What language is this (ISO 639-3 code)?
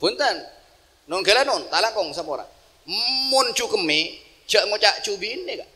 mad